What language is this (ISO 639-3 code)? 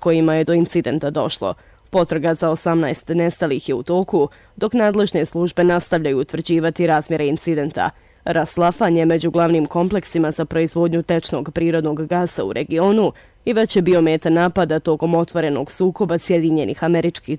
bos